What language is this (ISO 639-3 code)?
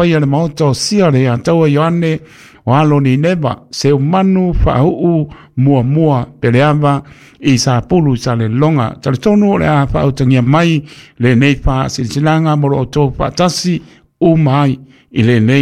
smo